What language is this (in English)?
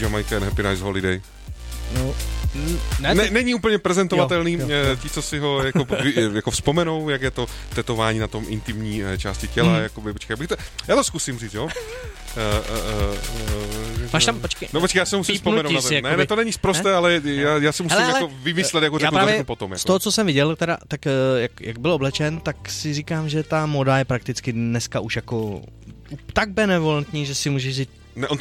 Czech